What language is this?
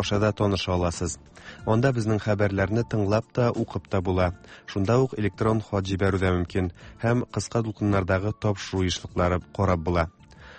Tatar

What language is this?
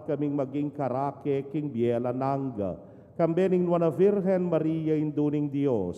Pampanga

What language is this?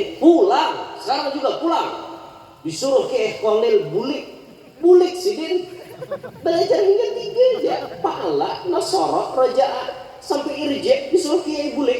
Banjar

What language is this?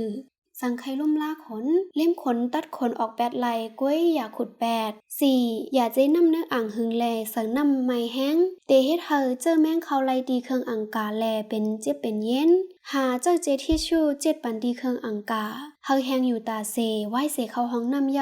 Shan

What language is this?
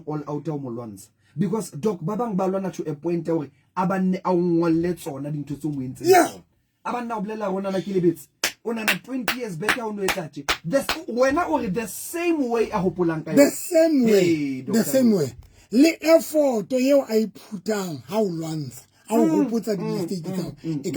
Southern Sotho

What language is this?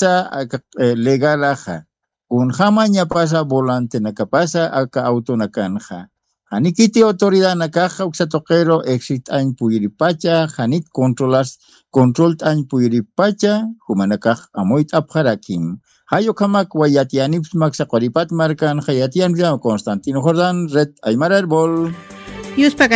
Aymara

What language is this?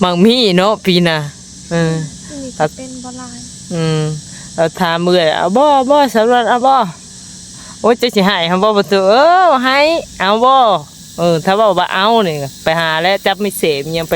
Northeastern Thai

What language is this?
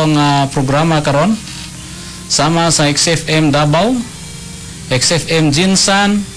Cebuano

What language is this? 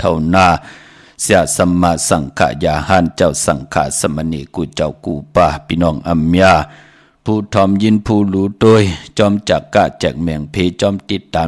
Shan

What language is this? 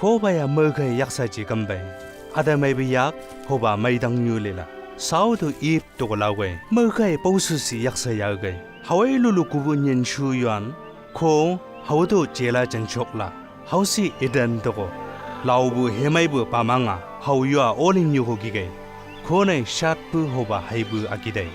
Chang Naga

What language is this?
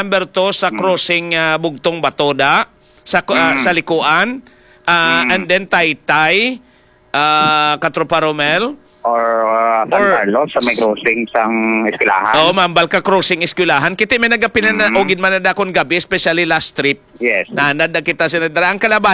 Hiligaynon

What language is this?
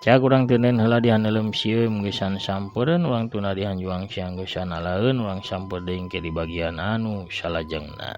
Sundanese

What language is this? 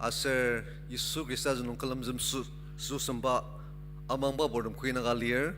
Ao Naga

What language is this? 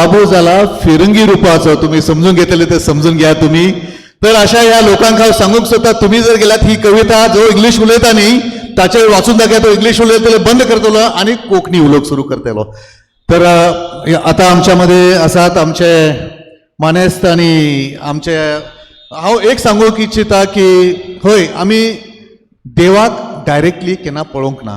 Konkani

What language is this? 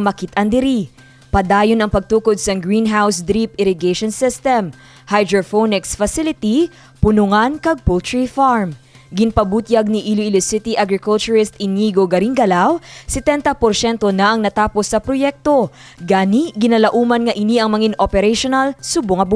Hiligaynon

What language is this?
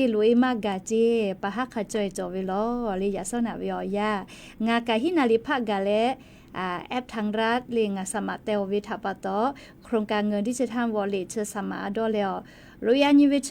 Lahu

